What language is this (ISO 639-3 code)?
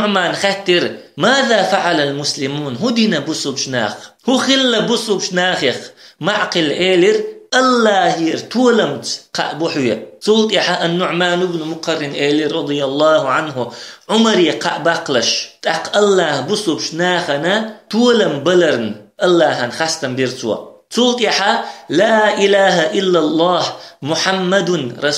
che